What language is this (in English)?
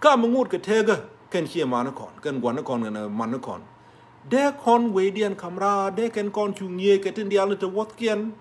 Nuer